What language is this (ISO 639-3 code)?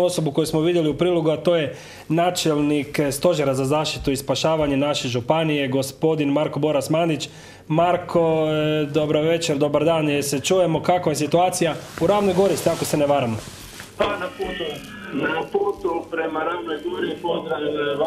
hrv